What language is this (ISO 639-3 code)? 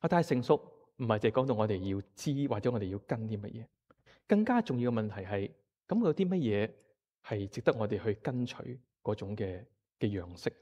yue